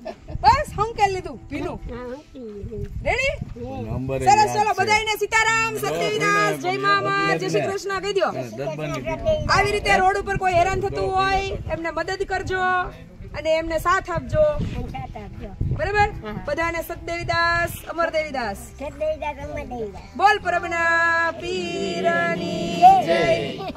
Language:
Gujarati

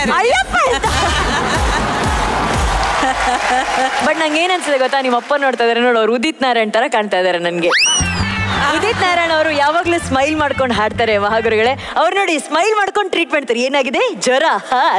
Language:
Kannada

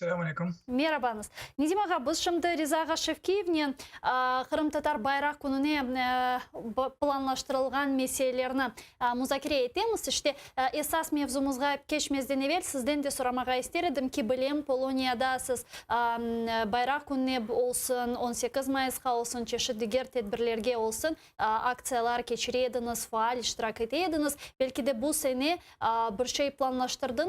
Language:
Crimean Tatar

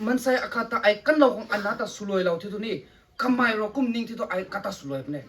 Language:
Rongmei Naga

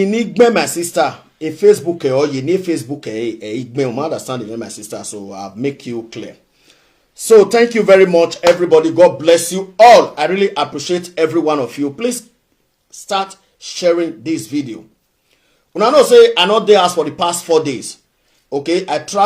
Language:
Nigerian Pidgin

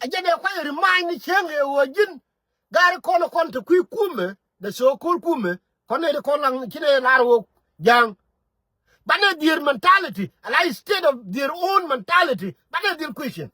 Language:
Nuer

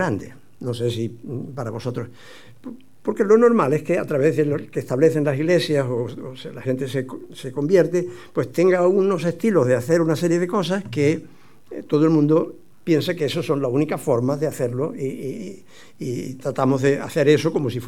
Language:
Spanish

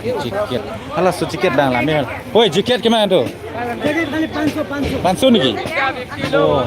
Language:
Karbi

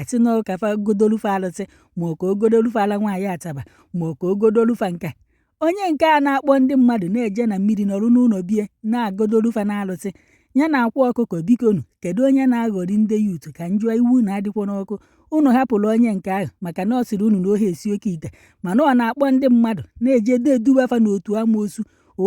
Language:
Igbo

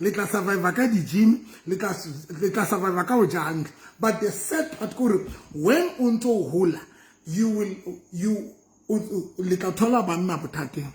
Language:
Southern Sotho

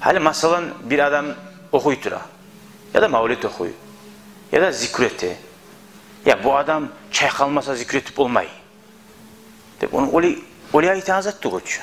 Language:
Kumyk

